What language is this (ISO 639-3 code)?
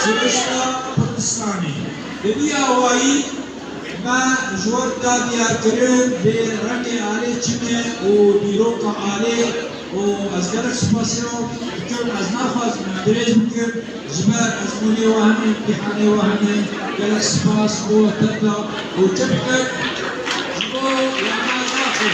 kur